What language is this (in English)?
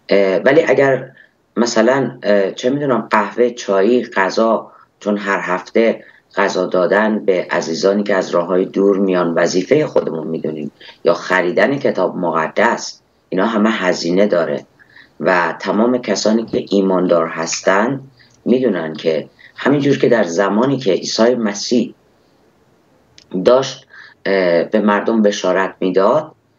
Persian